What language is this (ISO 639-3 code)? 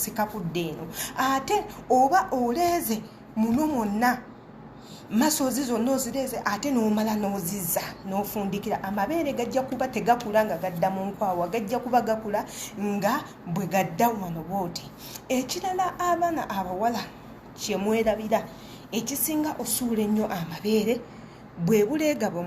lug